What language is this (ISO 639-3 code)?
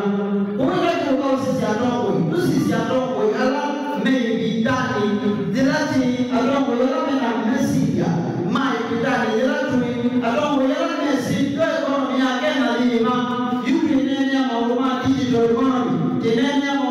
kam